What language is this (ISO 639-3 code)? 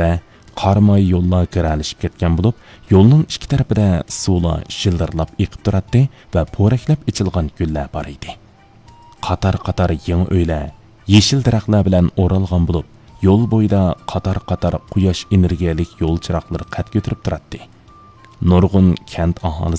uig